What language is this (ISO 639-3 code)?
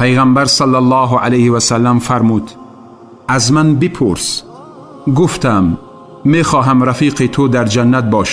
tgk